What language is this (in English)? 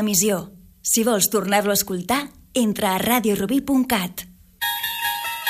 Catalan